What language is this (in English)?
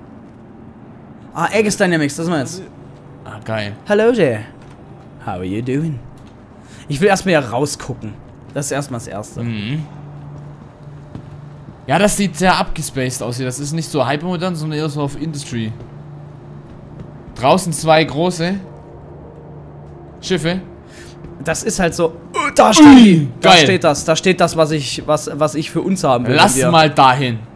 German